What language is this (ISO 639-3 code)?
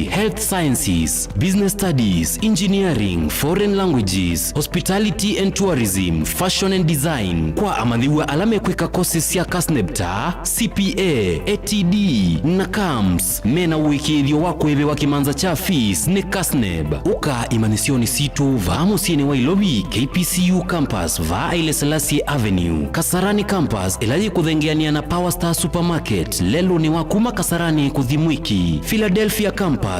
kam